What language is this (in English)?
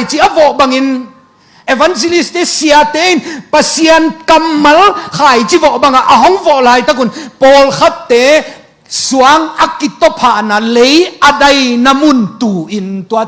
Tedim Chin